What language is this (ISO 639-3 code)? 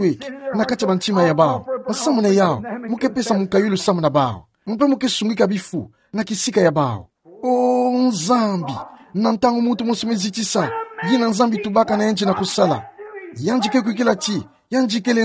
ktu